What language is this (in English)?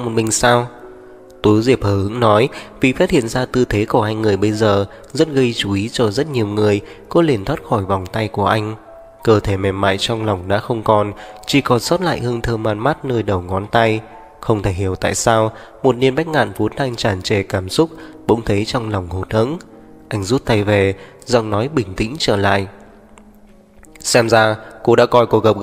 Vietnamese